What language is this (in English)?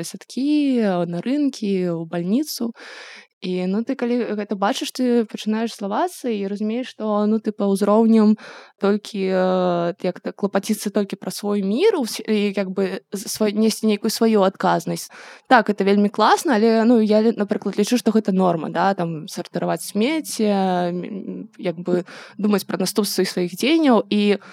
Belarusian